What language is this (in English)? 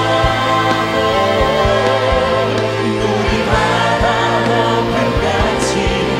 Korean